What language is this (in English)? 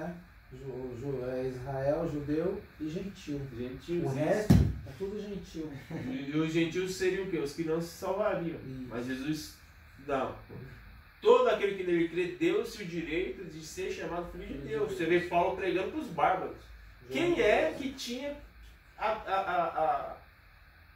Portuguese